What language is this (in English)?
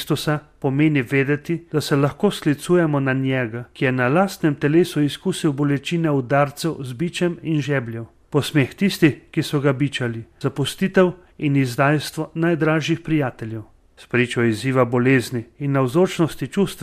Slovenian